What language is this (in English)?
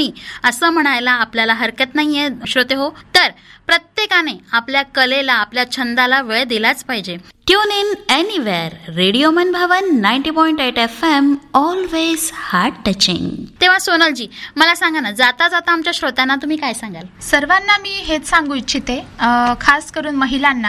Marathi